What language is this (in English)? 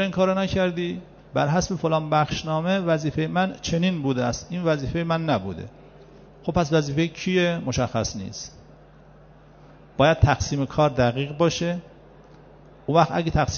Persian